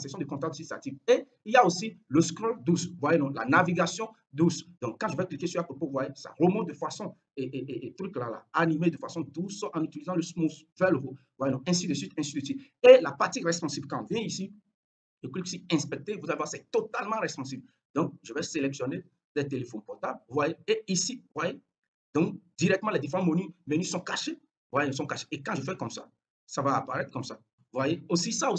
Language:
French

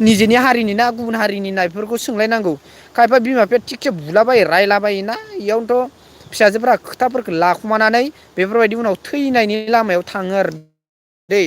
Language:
Bodo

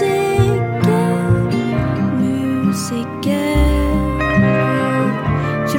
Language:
Norwegian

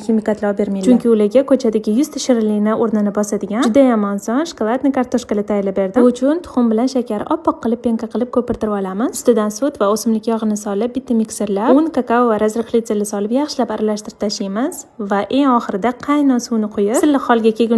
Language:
Uzbek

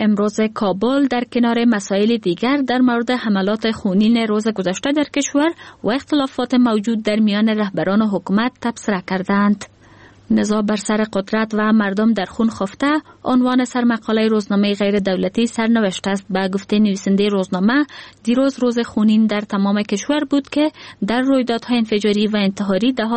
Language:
Persian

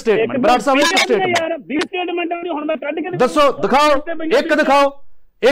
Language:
Punjabi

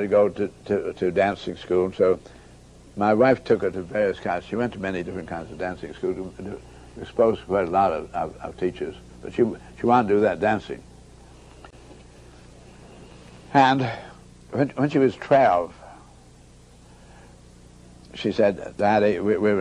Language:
English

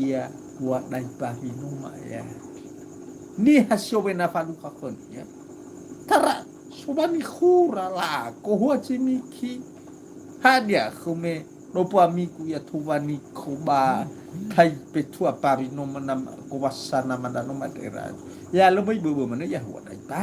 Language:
Nias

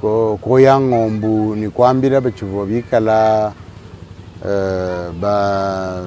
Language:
Luba-Lulua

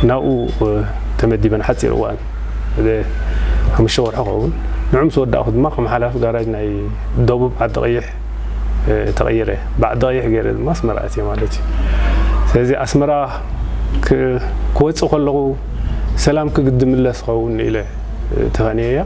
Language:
Tigrinya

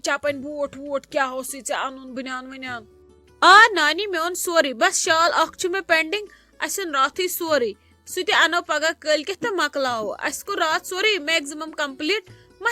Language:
Kashmiri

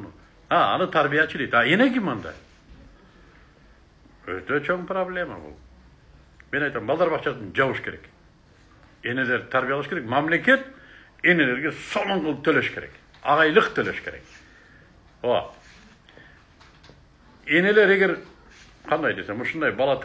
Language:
Kyrgyz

